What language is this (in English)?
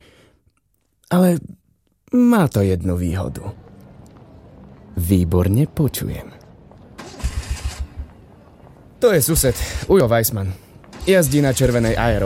Slovak